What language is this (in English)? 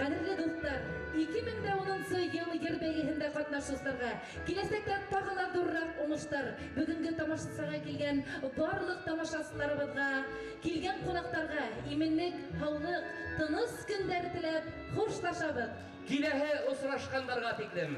Bashkir